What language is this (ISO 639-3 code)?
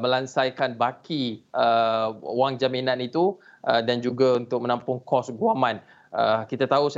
msa